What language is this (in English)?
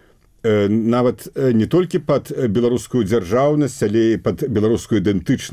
Belarusian